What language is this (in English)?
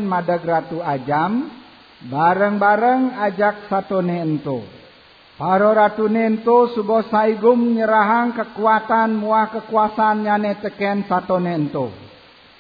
Balinese